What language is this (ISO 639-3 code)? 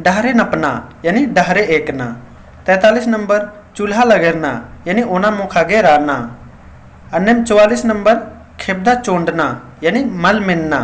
kru